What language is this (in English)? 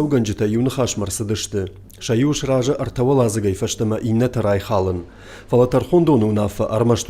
Ossetic